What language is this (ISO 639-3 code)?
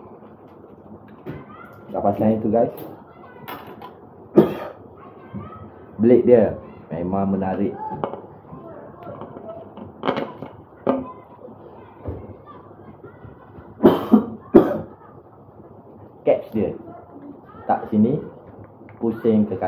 msa